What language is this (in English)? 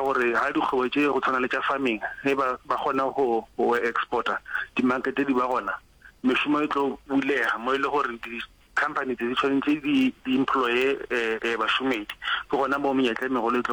Northern Sotho